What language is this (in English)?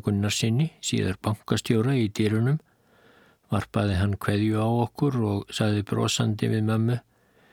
Icelandic